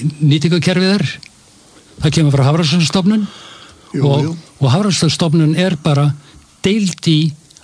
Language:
Icelandic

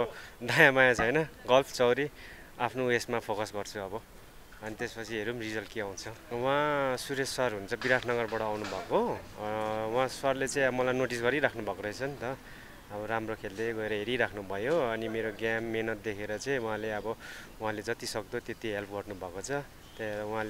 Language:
Nepali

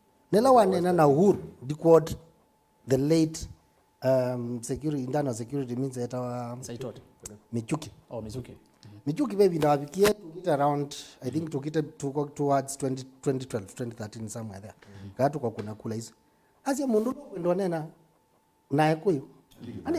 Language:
Kamba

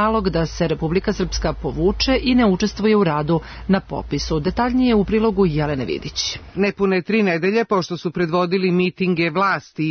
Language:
Serbian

